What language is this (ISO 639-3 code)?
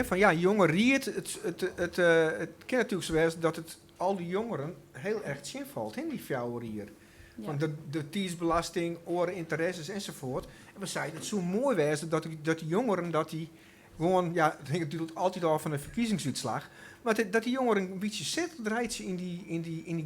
fry